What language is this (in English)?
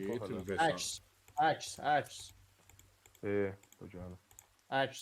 South Azerbaijani